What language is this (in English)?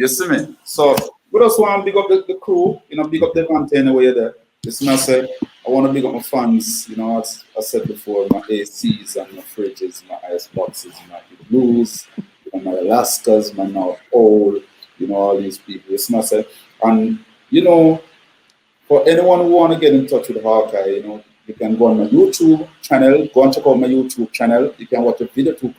Jamaican Creole English